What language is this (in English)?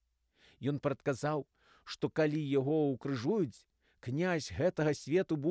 Belarusian